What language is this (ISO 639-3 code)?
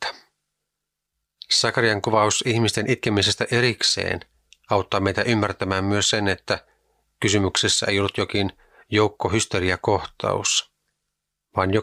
fin